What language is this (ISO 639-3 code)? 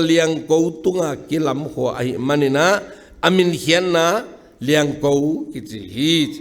ctd